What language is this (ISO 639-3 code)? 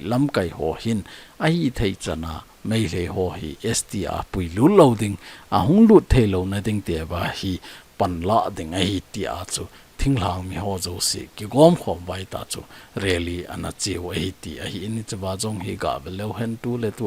tcz